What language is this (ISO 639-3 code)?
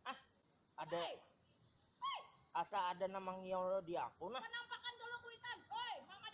bjn